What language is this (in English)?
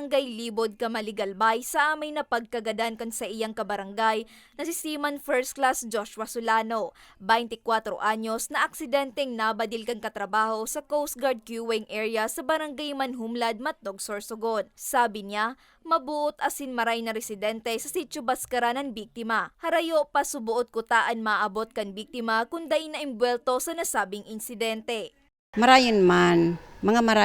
Bikol